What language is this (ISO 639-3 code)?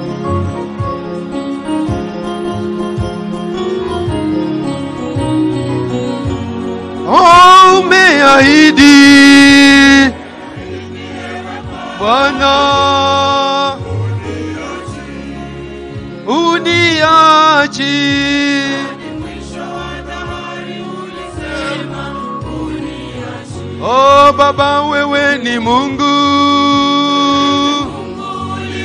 swa